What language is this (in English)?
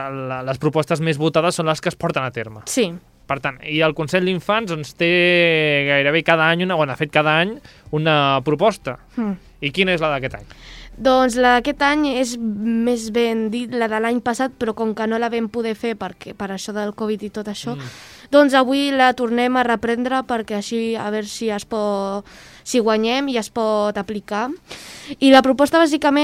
Catalan